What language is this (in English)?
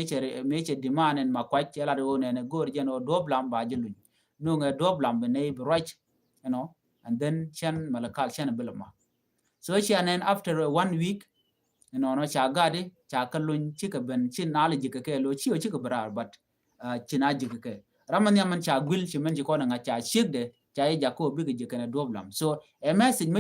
Nuer